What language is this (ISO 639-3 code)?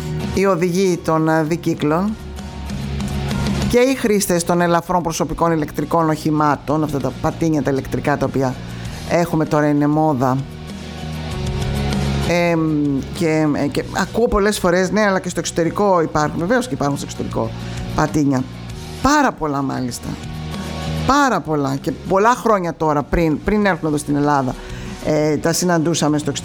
ell